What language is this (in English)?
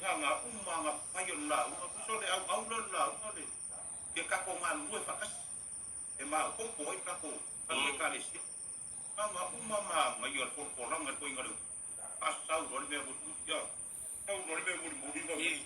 Samoan